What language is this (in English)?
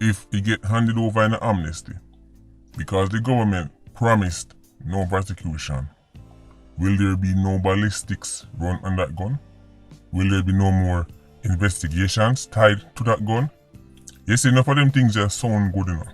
Jamaican Creole English